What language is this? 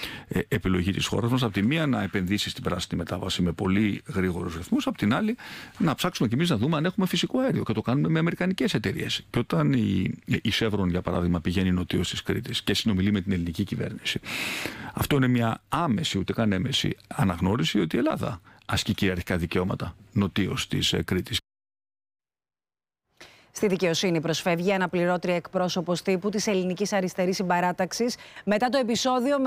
Greek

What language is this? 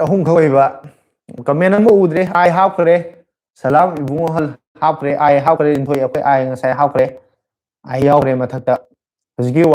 Manipuri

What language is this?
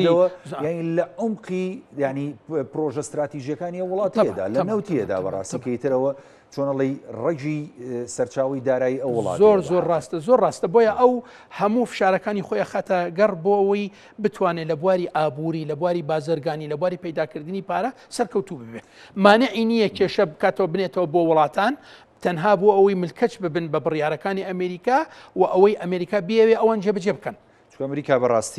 Central Kurdish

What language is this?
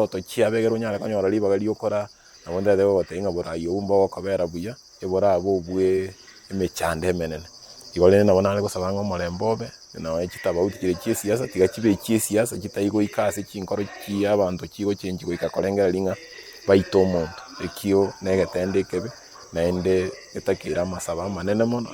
Gusii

